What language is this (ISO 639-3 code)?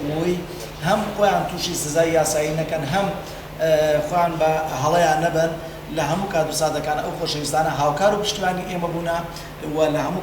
ckb